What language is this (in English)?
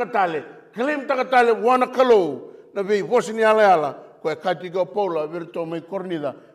Fijian